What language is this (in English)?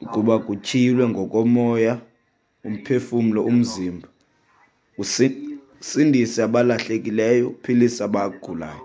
Xhosa